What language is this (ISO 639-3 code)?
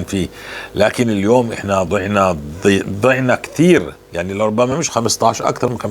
apc